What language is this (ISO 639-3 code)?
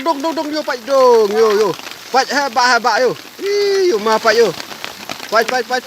kha